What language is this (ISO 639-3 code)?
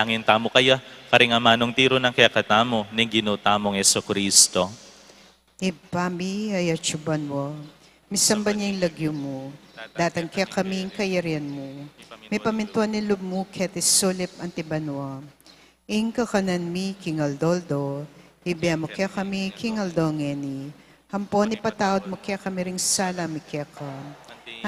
pam